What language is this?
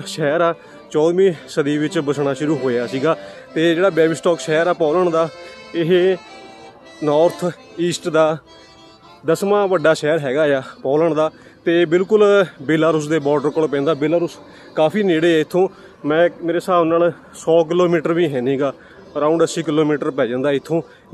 Punjabi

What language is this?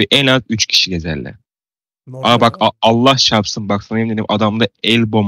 Turkish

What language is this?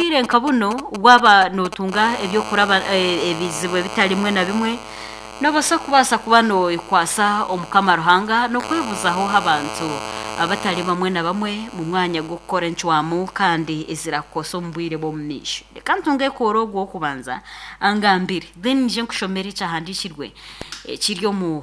Nyankole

